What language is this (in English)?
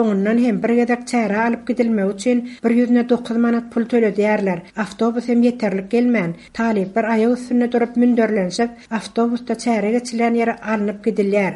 Turkmen